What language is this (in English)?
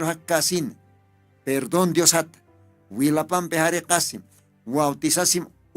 Aymara